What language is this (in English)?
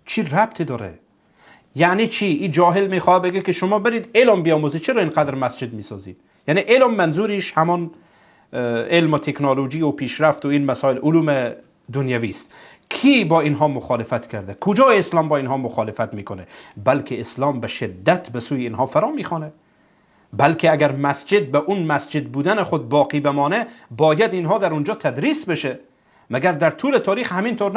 Tajik